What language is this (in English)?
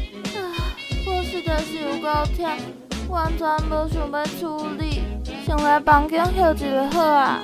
Min Nan Chinese